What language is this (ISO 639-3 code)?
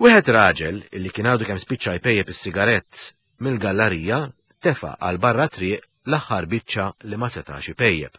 mlt